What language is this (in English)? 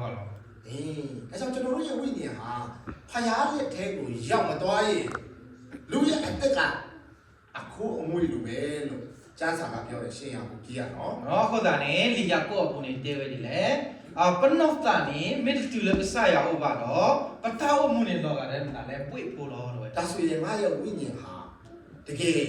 S'gaw Karen